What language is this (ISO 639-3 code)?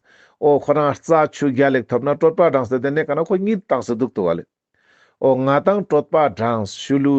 lbj